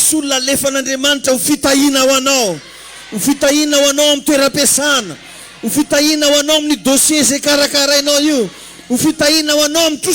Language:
Malagasy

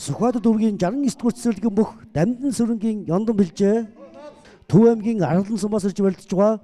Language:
Mongolian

